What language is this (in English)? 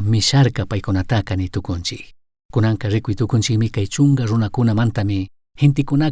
Chimborazo Highland Quichua